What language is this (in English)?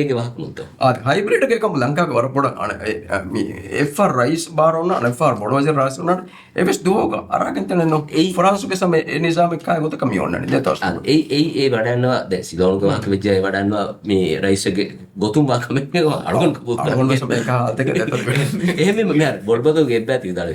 Divehi